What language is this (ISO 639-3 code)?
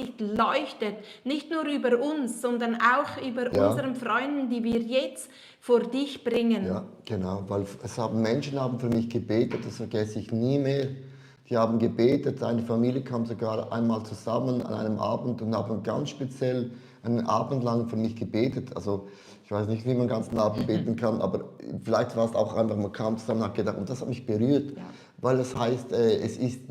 gsw